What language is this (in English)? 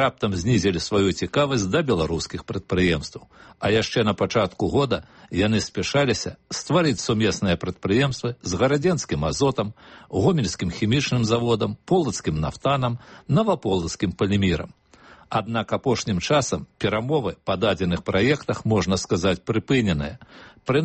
Belarusian